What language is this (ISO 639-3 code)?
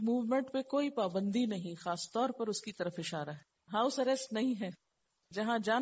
urd